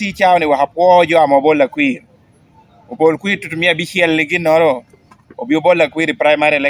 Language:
Lango (Uganda)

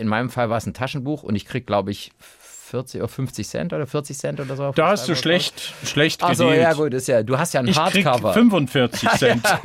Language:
German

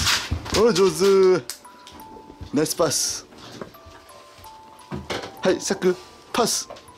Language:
Japanese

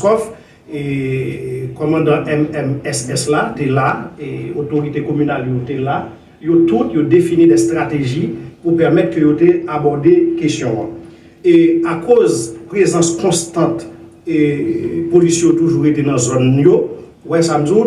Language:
Haitian Creole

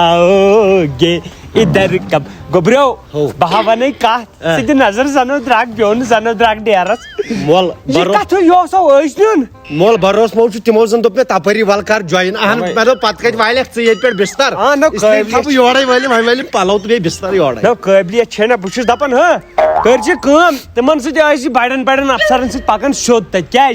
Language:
Kashmiri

